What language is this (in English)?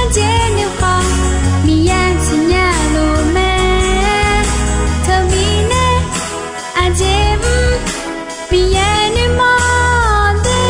Akha